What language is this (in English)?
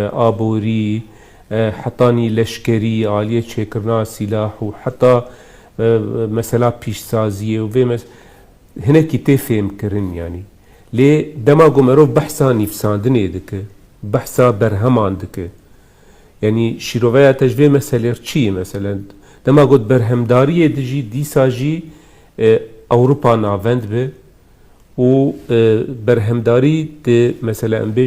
Kurdish